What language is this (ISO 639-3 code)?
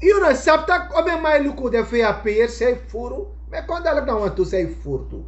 srn